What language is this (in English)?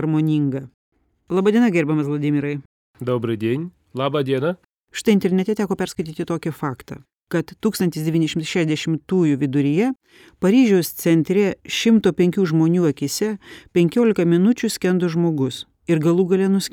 Lithuanian